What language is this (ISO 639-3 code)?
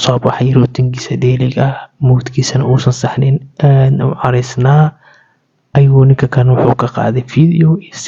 som